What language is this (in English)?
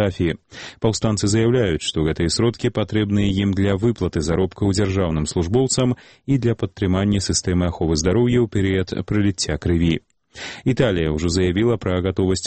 Belarusian